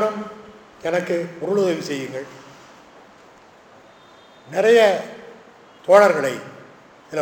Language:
Tamil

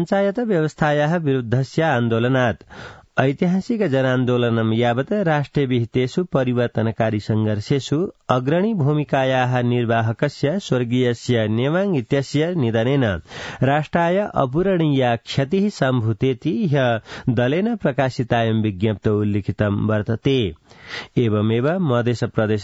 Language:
Sanskrit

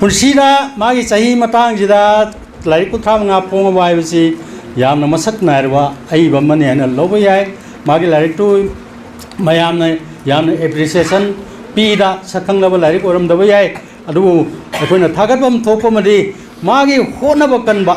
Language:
Manipuri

